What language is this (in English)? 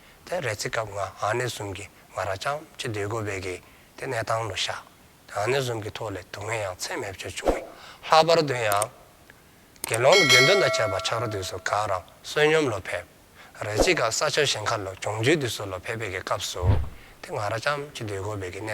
Dzongkha